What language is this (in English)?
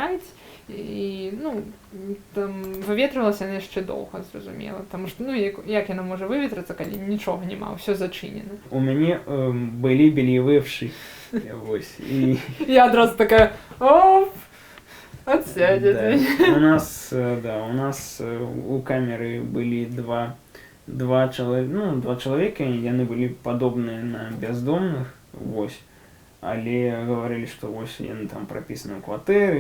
Belarusian